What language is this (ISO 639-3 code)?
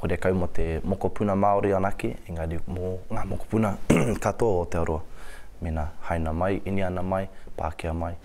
mri